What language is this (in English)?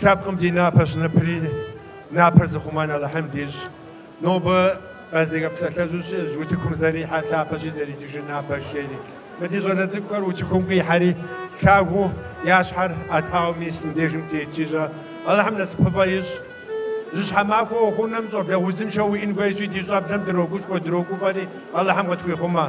Kabardian